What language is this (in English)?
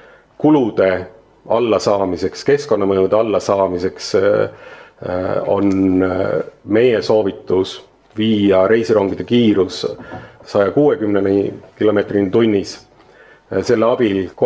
Estonian